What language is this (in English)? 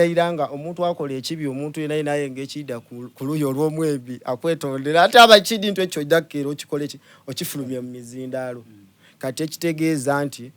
Soga